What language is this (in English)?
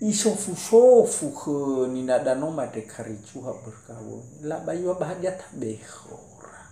Nias